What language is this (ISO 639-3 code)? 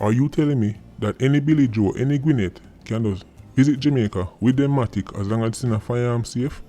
jam